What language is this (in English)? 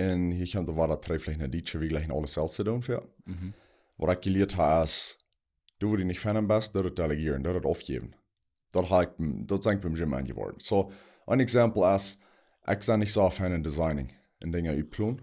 Plautdietsch